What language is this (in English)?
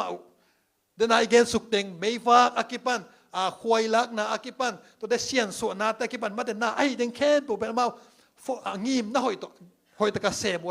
Tedim Chin